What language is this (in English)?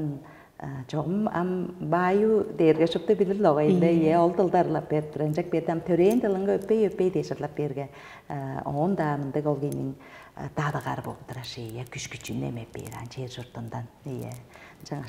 Tuvinian